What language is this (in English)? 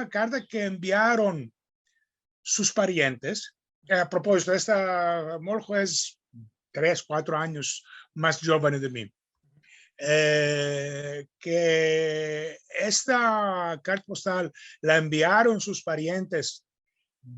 Ladino